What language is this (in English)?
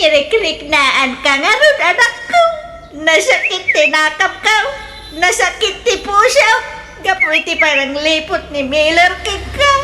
Iloko